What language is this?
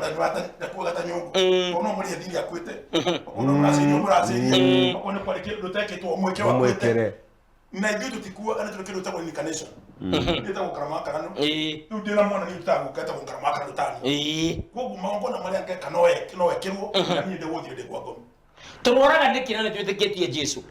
Kikuyu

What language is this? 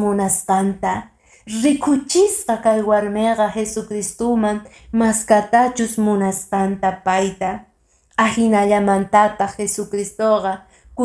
Quechua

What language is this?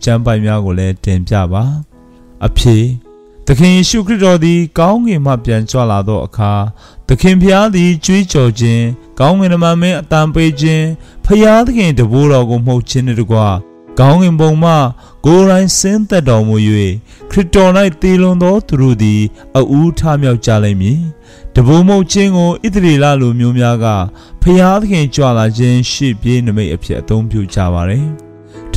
Burmese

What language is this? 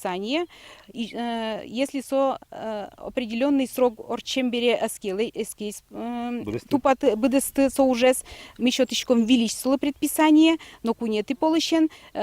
Udmurt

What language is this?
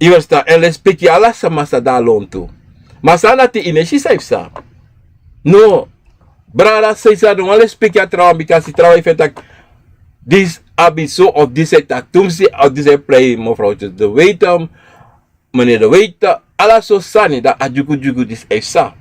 Sranan Tongo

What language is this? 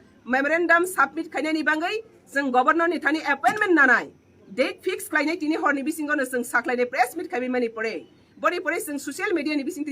Kok Borok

